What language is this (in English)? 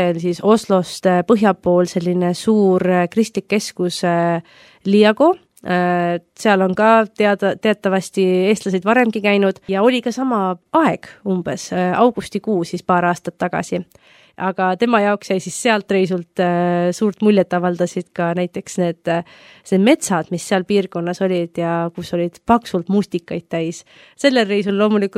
Estonian